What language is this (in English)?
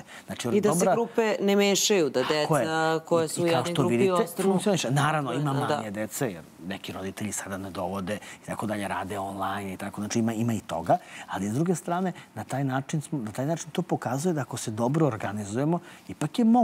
Serbian